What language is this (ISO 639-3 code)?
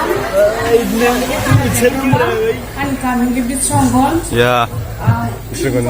trp